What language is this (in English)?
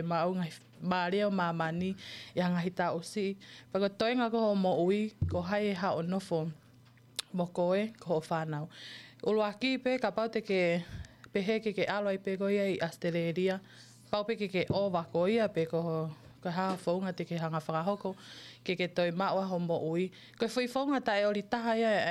Tongan